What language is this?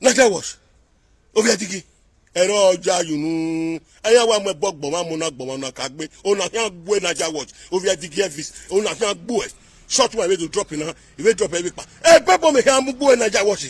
Nigerian Pidgin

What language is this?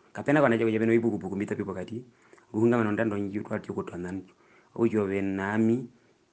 Herero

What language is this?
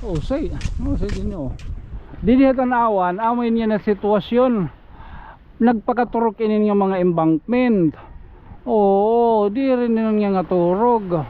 Waray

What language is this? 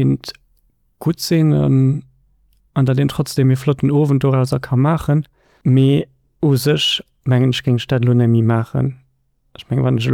Luxembourgish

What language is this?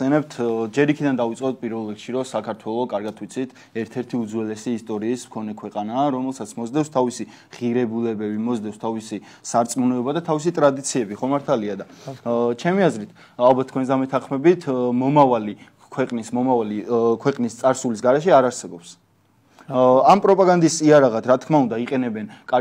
Georgian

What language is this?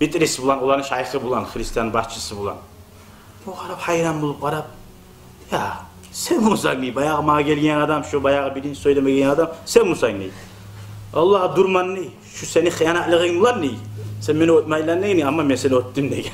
Kumyk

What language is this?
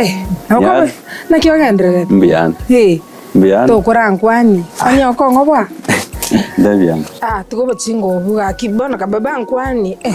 Gusii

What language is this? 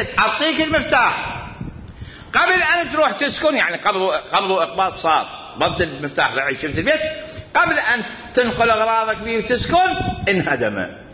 Mesopotamian Arabic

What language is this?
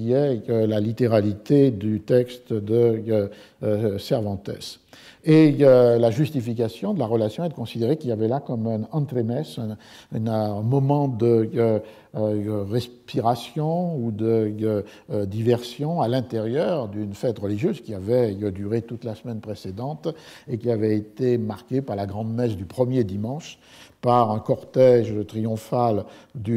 French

